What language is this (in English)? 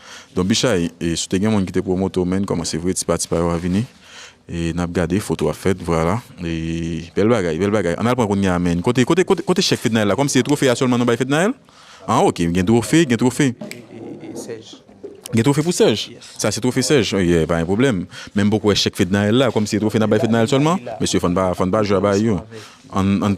Haitian Creole